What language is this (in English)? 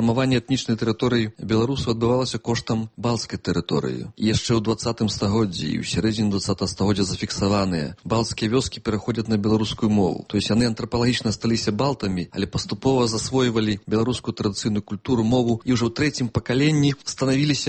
Belarusian